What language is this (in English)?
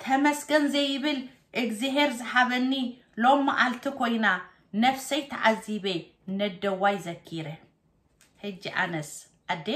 Tigrinya